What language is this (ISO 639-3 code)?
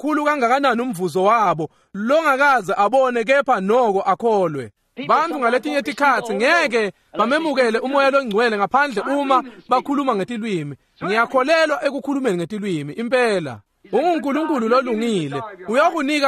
ssw